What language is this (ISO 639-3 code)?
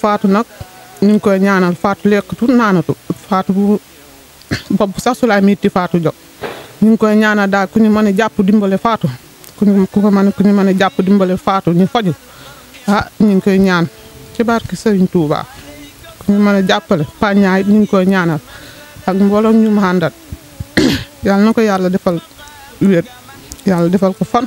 wol